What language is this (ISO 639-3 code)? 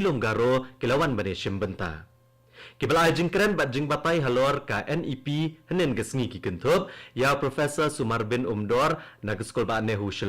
kha